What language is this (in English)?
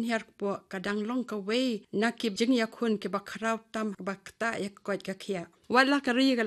Khasi